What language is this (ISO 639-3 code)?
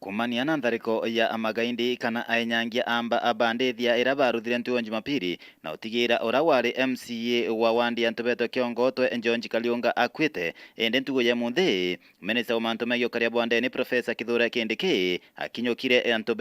mer